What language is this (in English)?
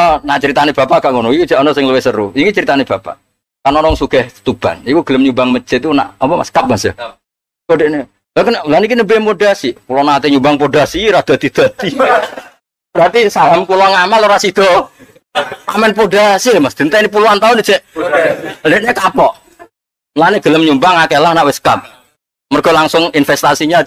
Javanese